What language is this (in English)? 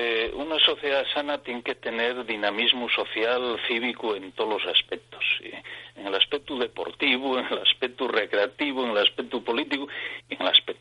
Asturian